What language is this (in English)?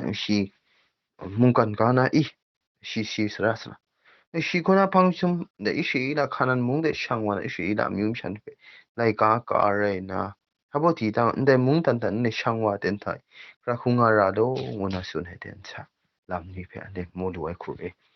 Kachin